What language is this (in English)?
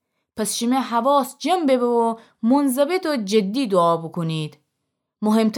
Gilaki